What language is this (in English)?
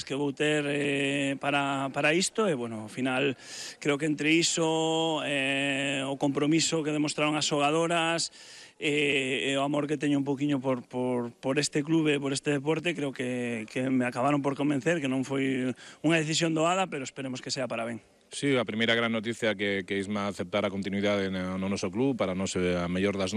Galician